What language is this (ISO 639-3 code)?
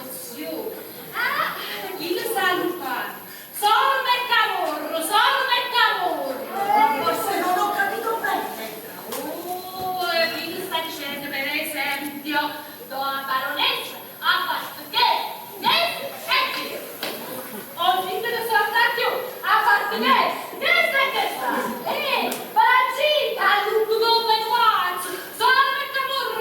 nap